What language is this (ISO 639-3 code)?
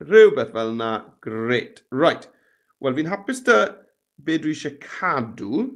cym